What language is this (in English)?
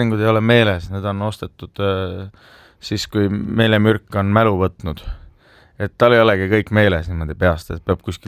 Estonian